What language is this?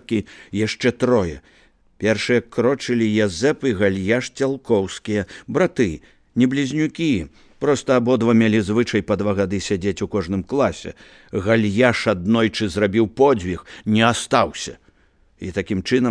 Belarusian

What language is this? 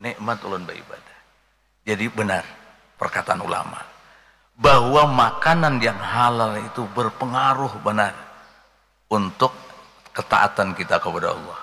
Banjar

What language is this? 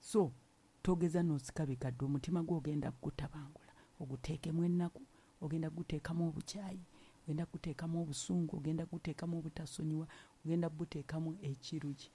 Ganda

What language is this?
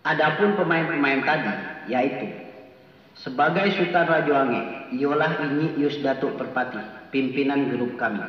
Minangkabau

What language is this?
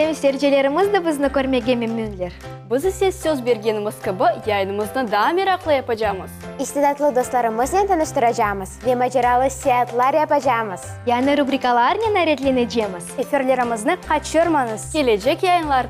Crimean Tatar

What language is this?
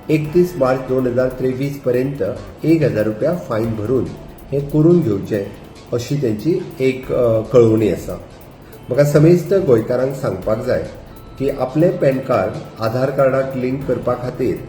Konkani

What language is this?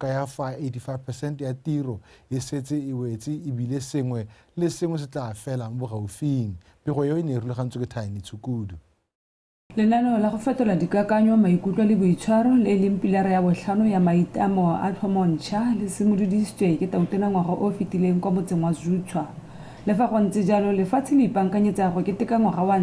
Tswana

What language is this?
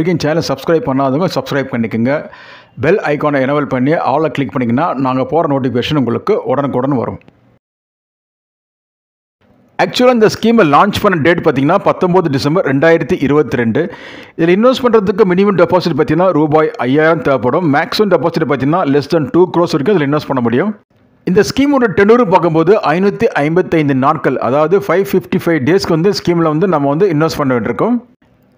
Tamil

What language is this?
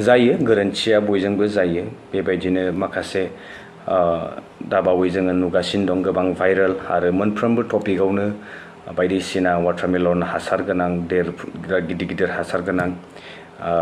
Bodo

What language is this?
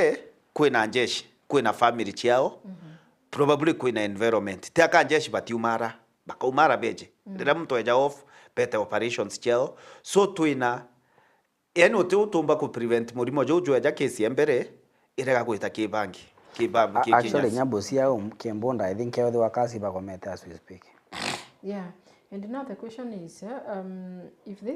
Meru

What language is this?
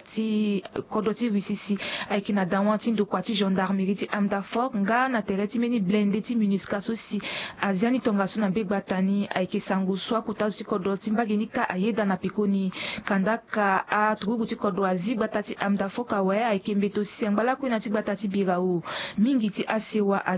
Sango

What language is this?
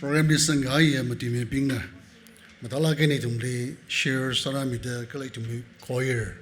Tangkhul Naga (India)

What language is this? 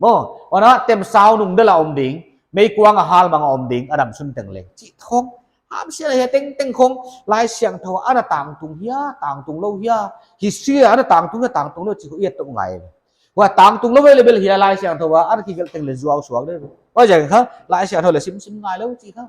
Paite Chin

